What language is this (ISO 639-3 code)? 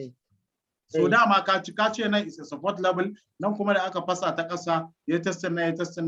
hau